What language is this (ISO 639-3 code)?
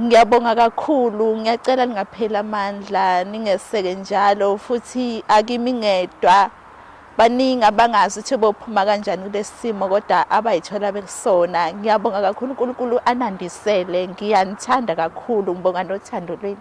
zul